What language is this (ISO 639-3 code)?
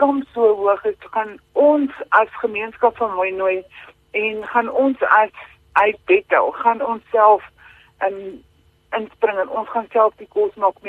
afr